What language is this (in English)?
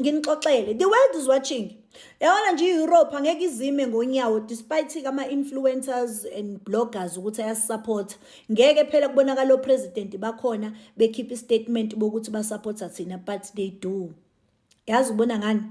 Zulu